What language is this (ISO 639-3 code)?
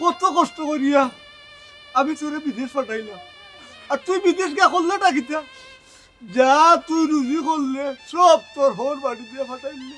syl